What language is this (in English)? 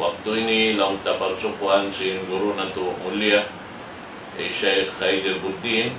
Tausug